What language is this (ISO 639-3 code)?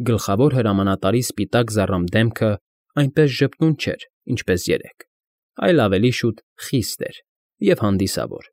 hye